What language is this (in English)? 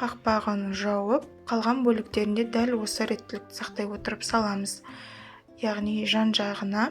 Kazakh